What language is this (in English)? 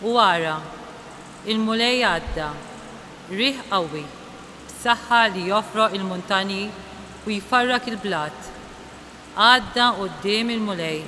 Maltese